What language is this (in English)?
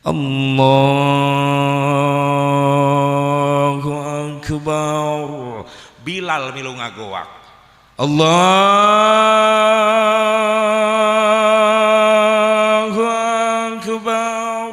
Sundanese